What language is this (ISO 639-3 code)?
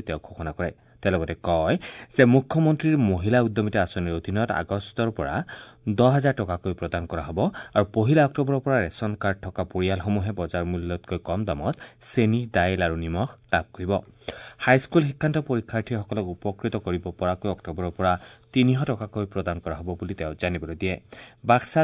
asm